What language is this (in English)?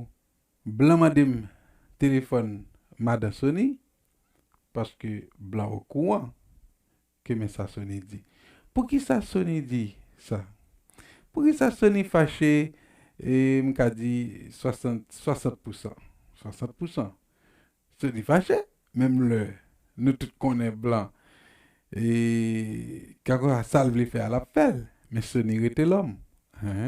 Haitian Creole